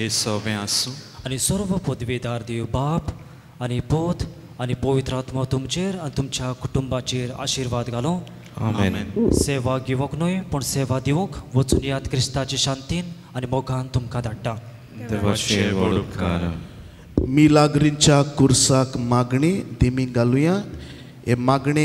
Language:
Konkani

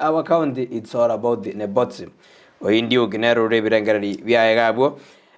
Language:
Gusii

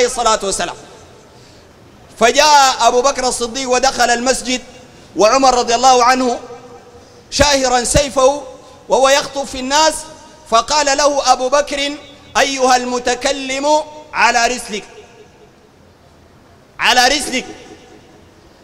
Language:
Sudanese Arabic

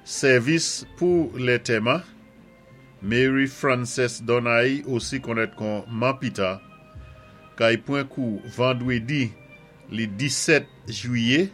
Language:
Saint Lucian Creole French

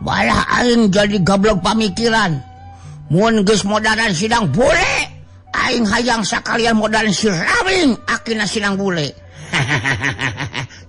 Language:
Sundanese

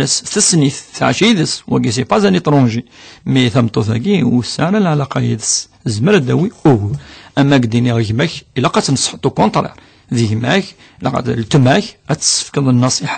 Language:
Kabyle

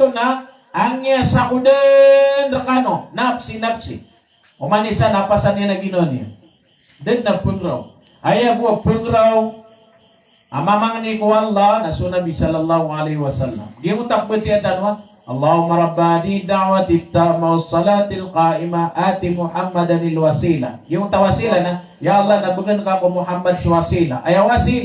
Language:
Maranao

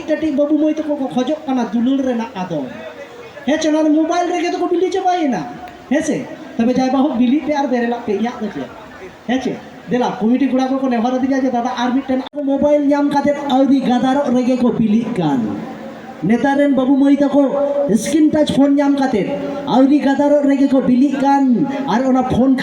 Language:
Santali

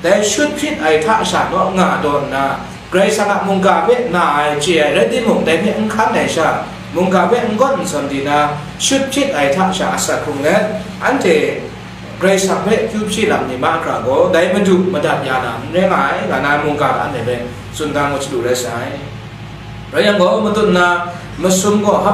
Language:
Kachin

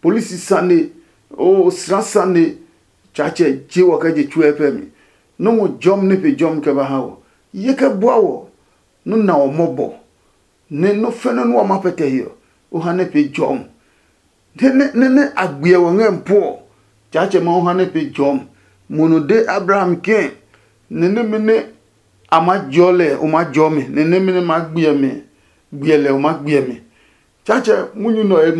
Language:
Adangme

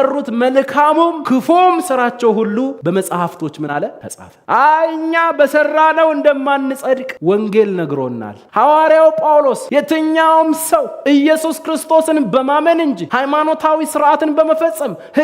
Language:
Amharic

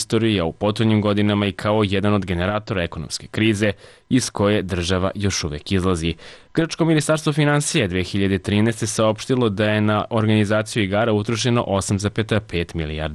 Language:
Serbian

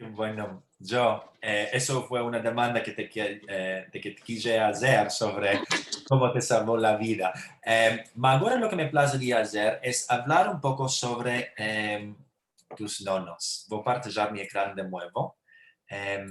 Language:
Ladino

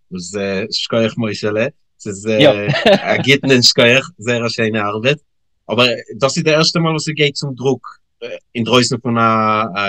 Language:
Yiddish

